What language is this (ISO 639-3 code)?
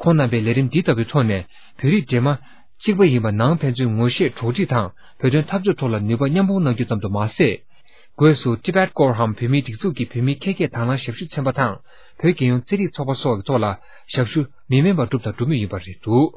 bod